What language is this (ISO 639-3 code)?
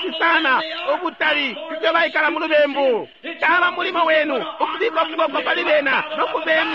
bem